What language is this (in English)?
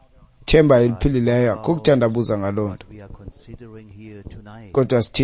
Xhosa